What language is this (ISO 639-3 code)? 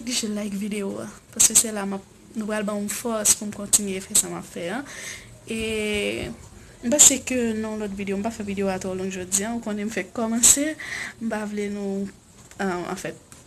hat